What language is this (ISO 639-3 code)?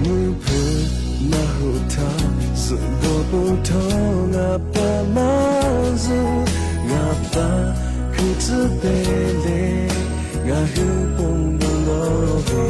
lhu